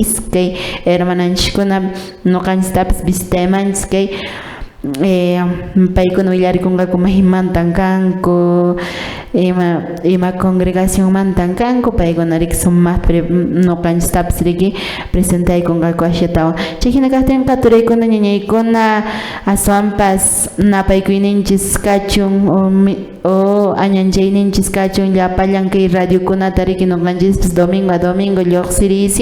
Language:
Quechua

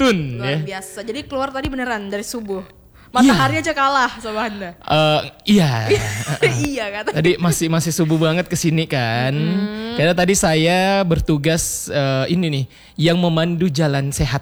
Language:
Indonesian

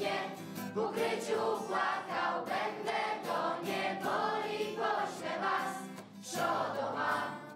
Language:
Polish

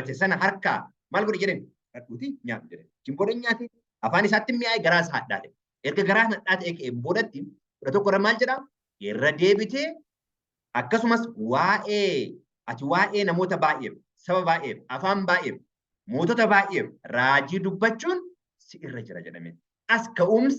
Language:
Oromo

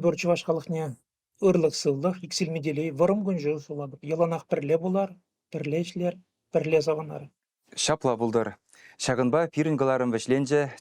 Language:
Chuvash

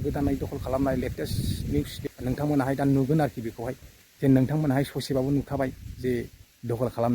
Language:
Bodo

